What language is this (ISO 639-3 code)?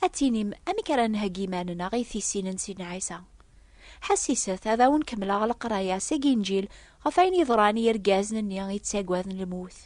kab